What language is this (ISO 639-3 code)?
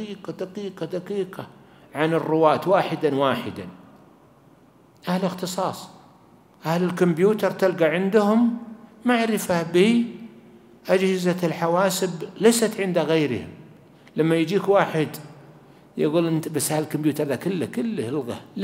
ara